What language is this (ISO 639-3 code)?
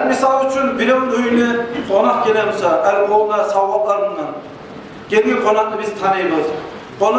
kum